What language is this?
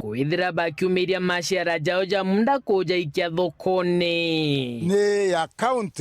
Meru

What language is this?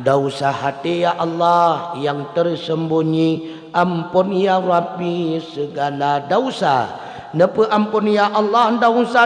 Achinese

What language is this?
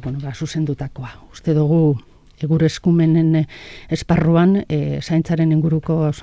Basque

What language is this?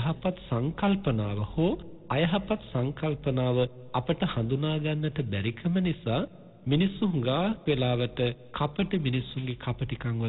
Sinhala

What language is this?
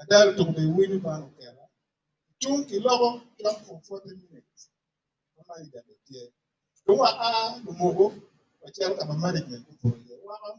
Acoli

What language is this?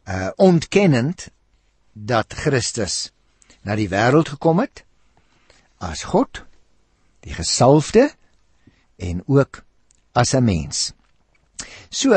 Afrikaans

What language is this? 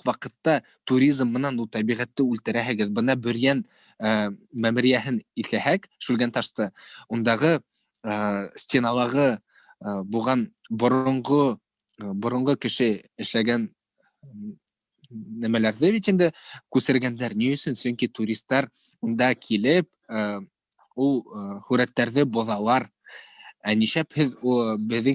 Bashkir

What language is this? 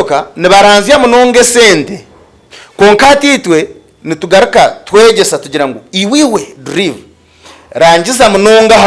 Nyankole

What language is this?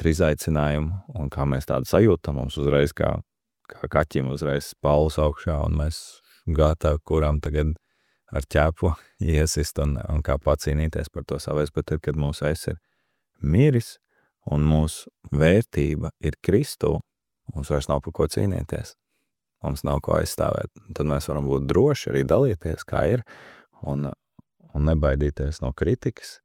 Latvian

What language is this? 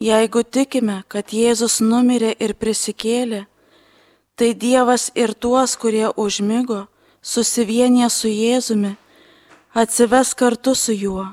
Lithuanian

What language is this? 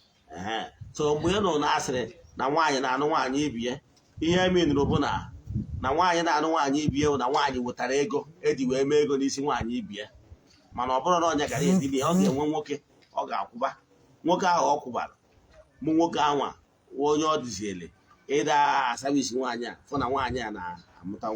Igbo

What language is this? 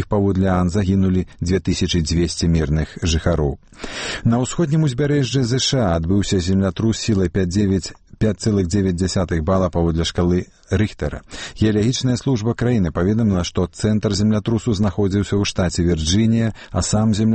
Belarusian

